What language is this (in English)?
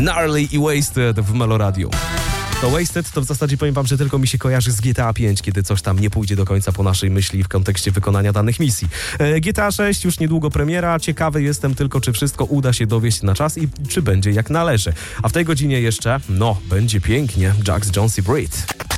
Polish